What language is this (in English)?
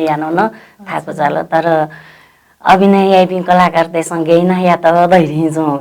Newari